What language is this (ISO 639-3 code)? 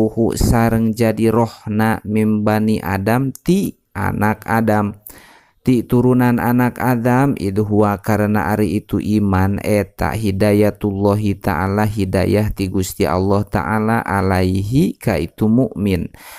sun